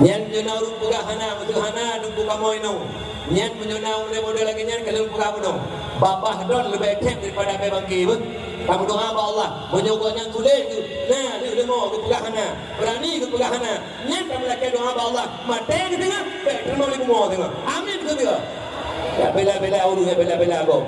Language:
Achinese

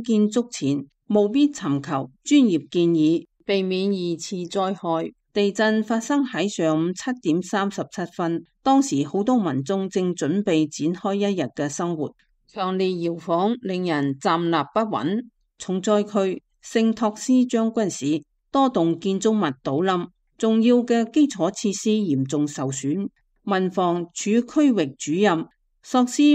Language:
Cantonese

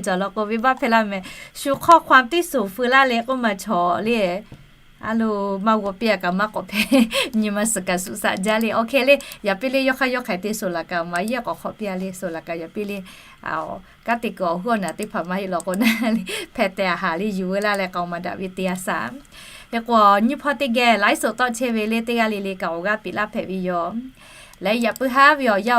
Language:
Lahu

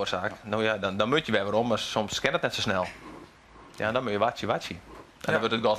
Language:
Western Frisian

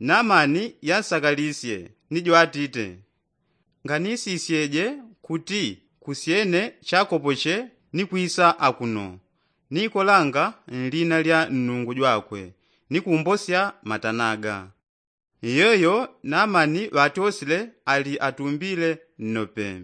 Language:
Yao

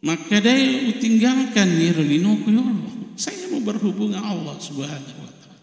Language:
Buginese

